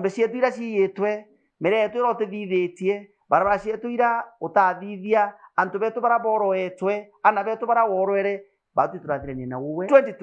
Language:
Meru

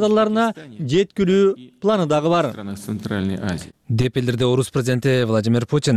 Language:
Kyrgyz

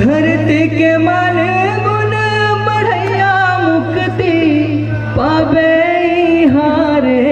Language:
Chhattisgarhi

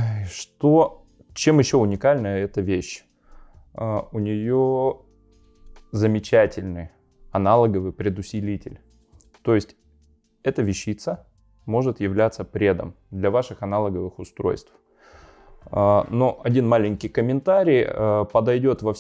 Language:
Russian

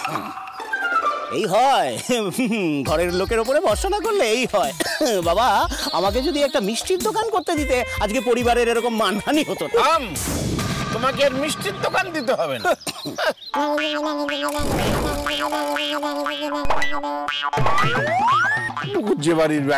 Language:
Bangla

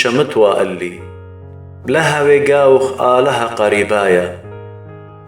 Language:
Assyrian Neo-Aramaic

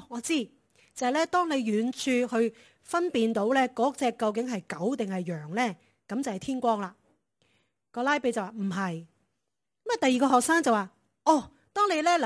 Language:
Cantonese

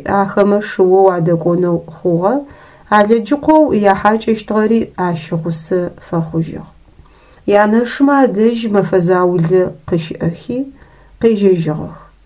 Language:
Adyghe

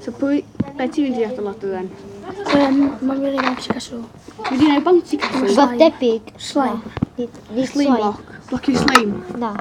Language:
Welsh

